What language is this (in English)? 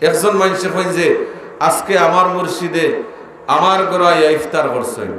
Sylheti